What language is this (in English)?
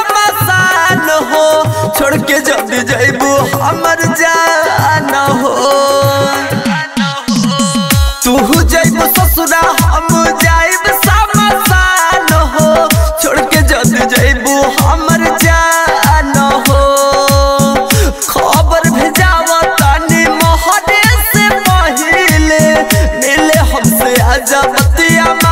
Bhojpuri